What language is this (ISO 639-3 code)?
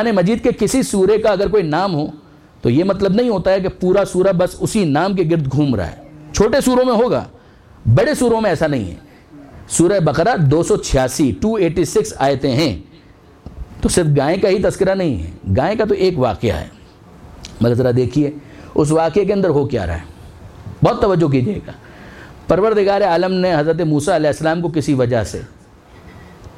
urd